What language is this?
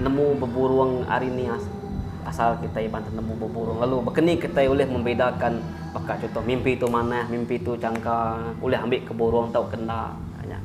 Iban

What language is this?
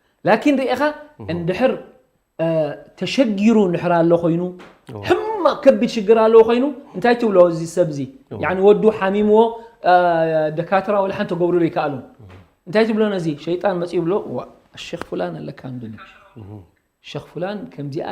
Tigrinya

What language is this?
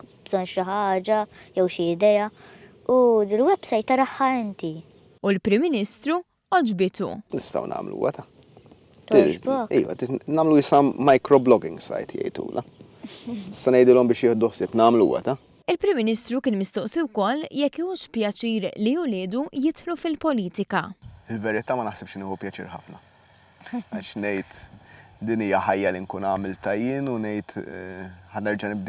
Maltese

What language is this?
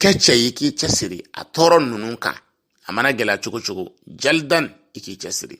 Bambara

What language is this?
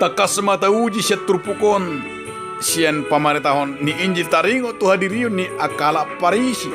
Batak Toba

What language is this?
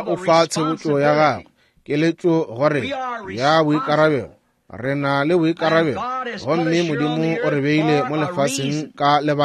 Northern Sotho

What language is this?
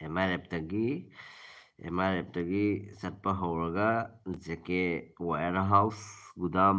Manipuri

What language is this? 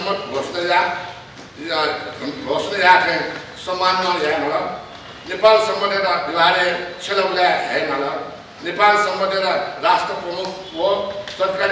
Newari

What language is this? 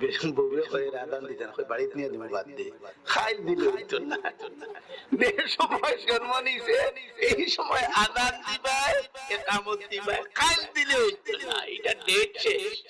Sylheti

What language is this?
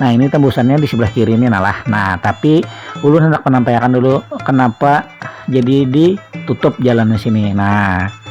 Banjar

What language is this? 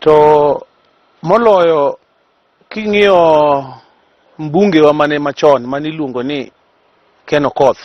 Luo (Kenya and Tanzania)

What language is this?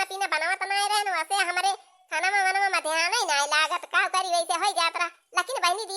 Awadhi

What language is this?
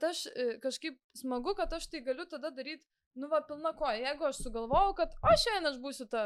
Lithuanian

